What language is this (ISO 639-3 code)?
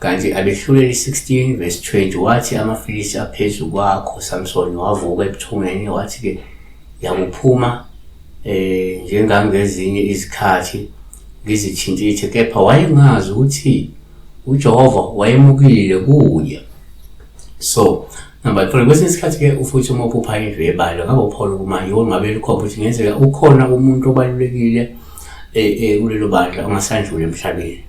zul